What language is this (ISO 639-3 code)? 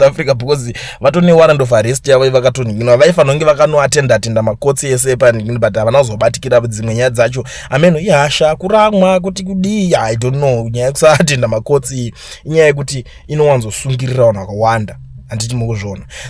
sna